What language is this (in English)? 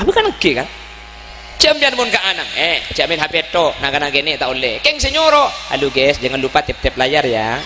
Madurese